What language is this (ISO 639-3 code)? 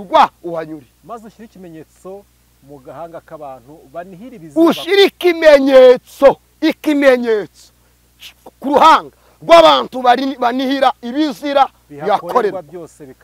kin